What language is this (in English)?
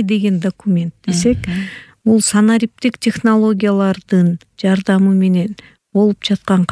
Kyrgyz